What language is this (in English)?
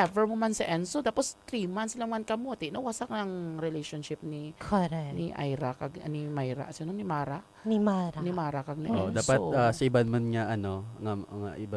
Hiligaynon